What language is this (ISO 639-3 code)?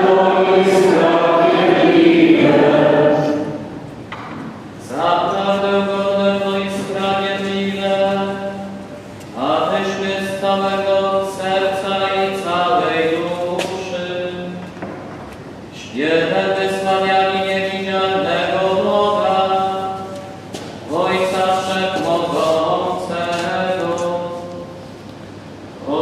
pol